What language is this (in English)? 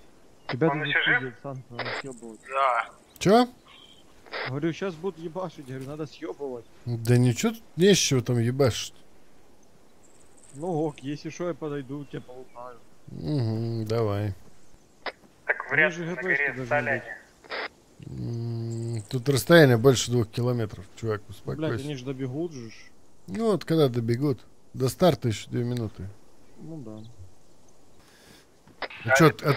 Russian